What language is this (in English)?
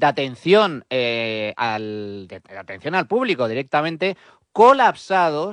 Spanish